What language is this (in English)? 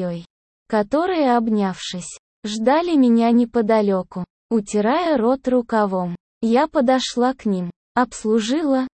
Russian